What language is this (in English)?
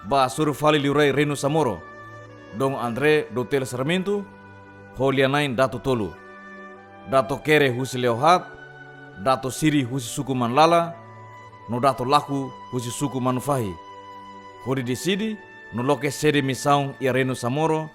Tetum